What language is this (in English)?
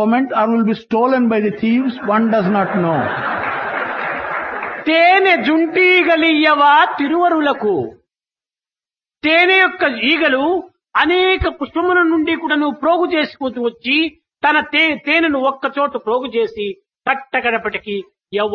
Telugu